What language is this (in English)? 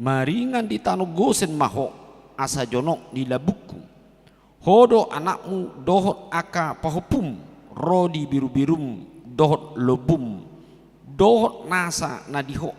Batak Toba